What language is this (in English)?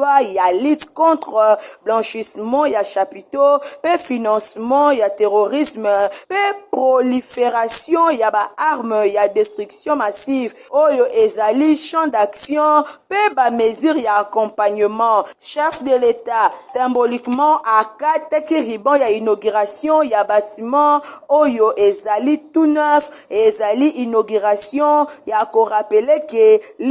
Lingala